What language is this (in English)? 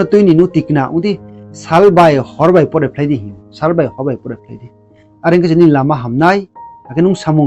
Riang (India)